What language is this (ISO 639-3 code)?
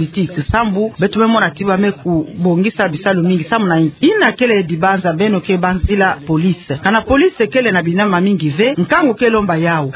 ktu